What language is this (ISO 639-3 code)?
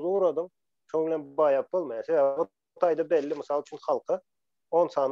tuk